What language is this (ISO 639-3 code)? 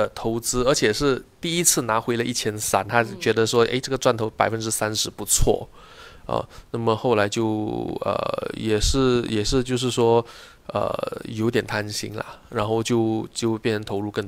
zho